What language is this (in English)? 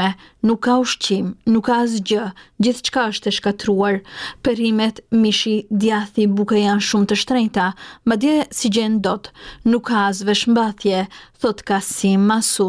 Albanian